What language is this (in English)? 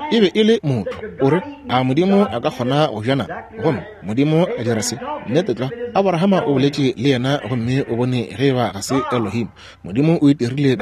Northern Sotho